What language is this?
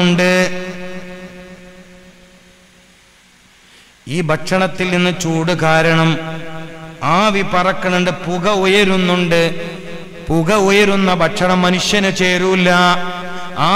Malayalam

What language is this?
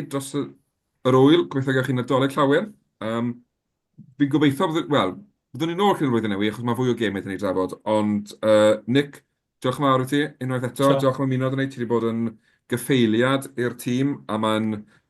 Welsh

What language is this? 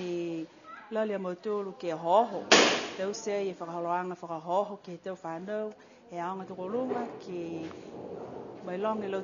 Niuean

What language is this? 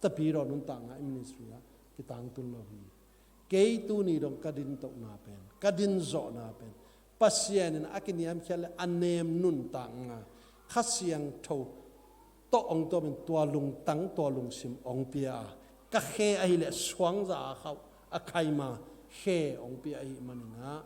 Tedim Chin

